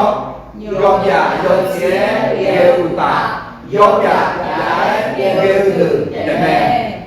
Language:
Akha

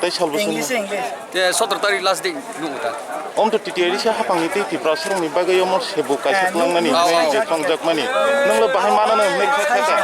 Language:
Kok Borok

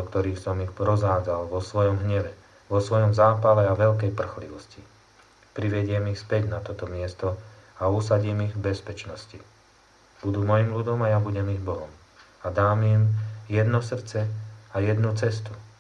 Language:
Slovak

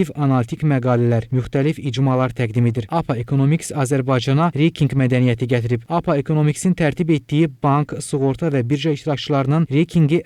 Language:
Azerbaijani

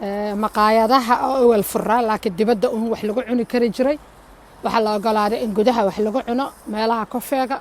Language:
Somali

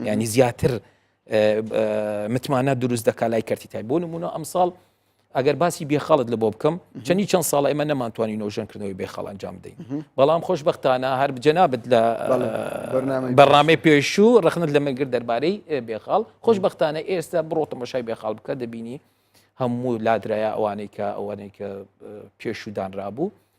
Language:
Central Kurdish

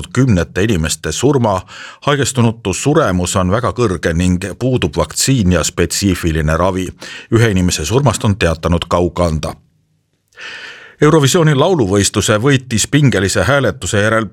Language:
Estonian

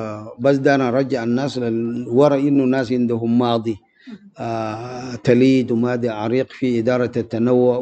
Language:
Sudanese Arabic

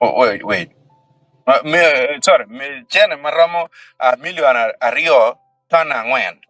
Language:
Acoli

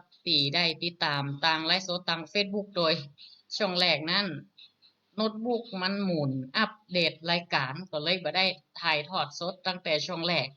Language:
Northern Thai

